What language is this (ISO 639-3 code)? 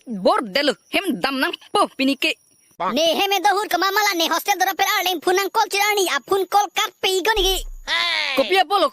mjw